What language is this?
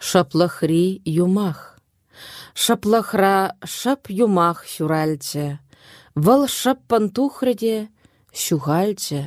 Chuvash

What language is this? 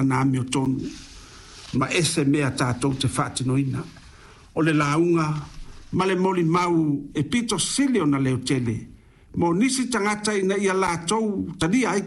Samoan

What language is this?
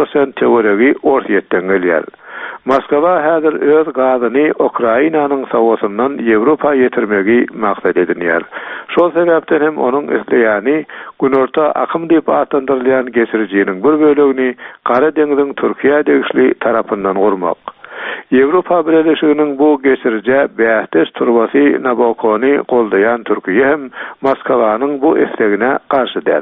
Turkmen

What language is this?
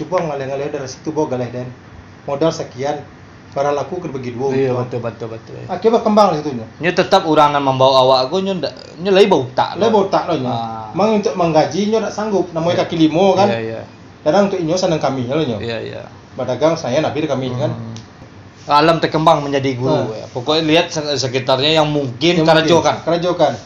Minangkabau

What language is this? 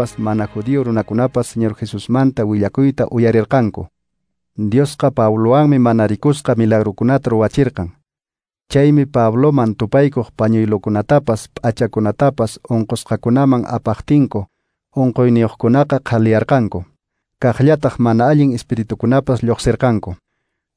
Quechua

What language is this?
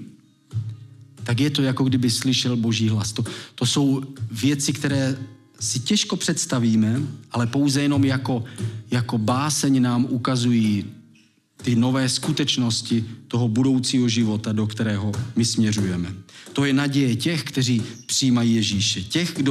Czech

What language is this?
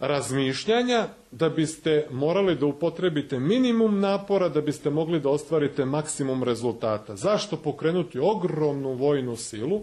Serbian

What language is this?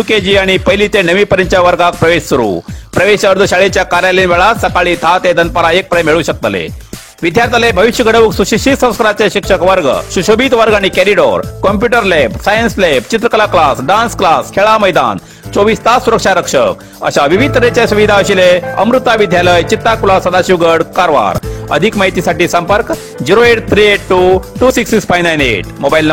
Konkani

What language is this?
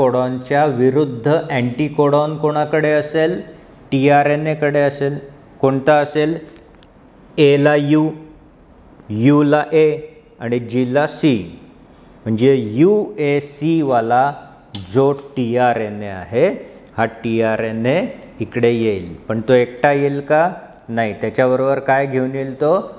Marathi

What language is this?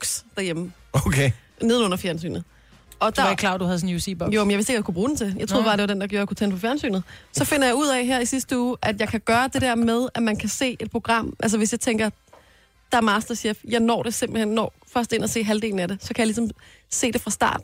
Danish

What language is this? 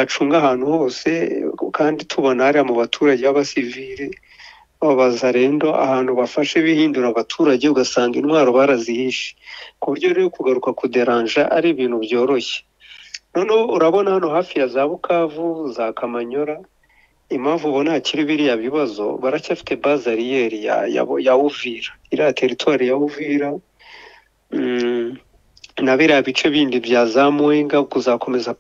Kinyarwanda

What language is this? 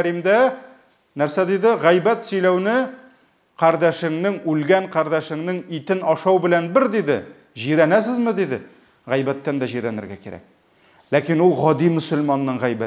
Tatar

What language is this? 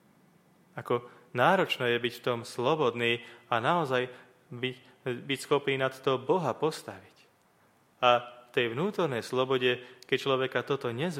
Slovak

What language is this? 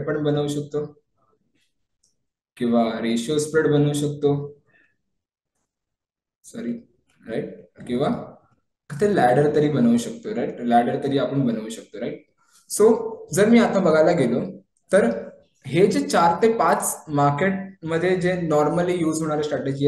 Marathi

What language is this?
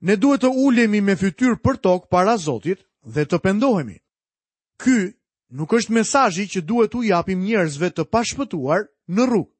Albanian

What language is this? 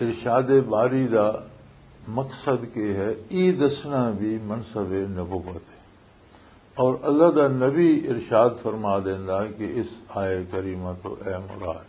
Western Panjabi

